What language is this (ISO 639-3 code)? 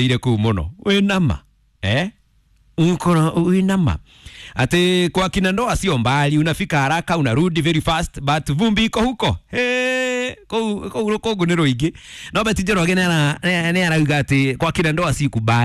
kik